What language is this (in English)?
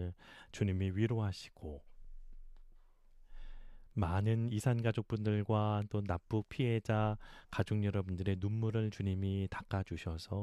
Korean